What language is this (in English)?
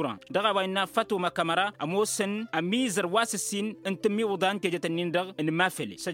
Tamasheq